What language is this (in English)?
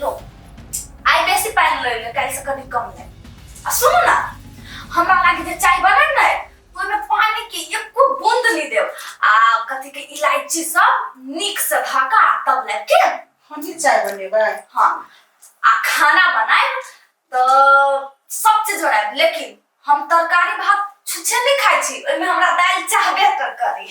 Maithili